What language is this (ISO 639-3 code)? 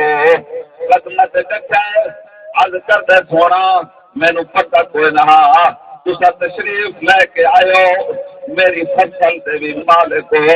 skr